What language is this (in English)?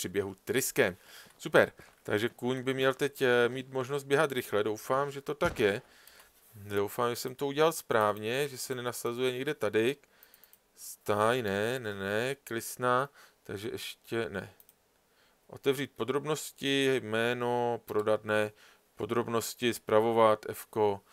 Czech